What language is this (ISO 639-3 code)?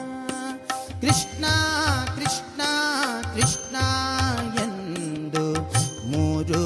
kan